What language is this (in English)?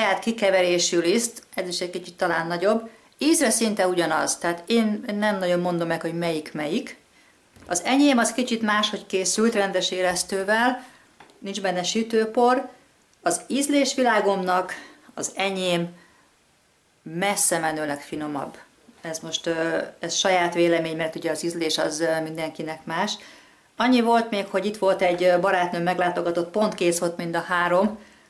Hungarian